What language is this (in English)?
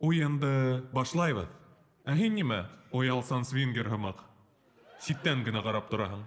Bashkir